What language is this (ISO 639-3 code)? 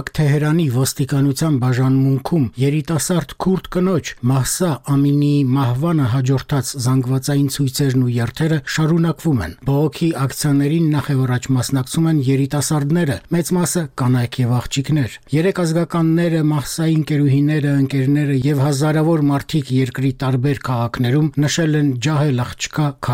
hye